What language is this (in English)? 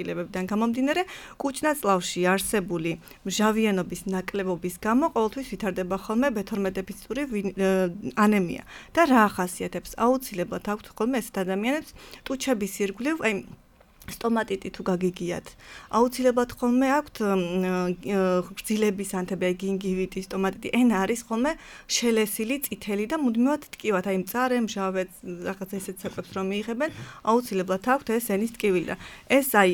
Georgian